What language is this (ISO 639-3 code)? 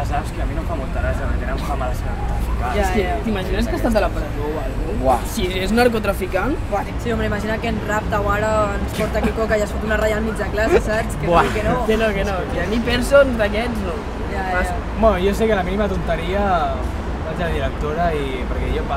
cat